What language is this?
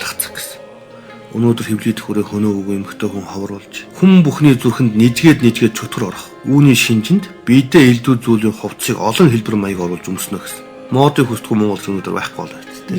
Mongolian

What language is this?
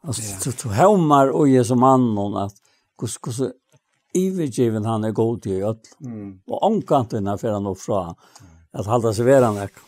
Faroese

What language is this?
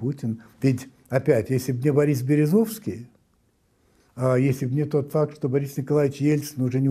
Russian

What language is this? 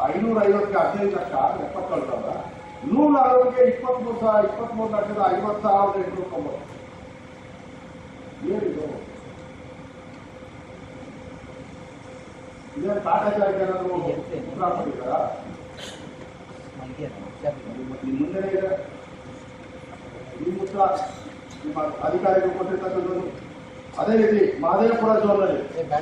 Kannada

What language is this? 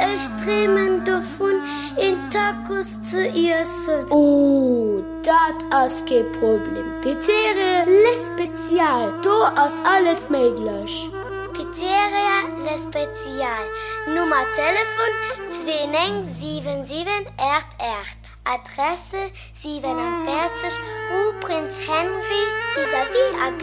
Luxembourgish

